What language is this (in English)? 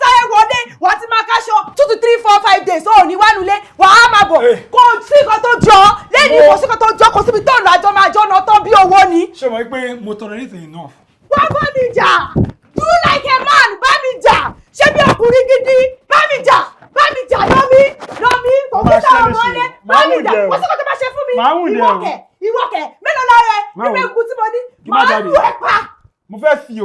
Yoruba